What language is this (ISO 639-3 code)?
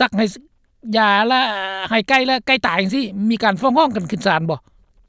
lao